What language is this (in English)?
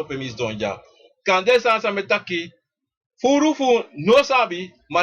Sranan Tongo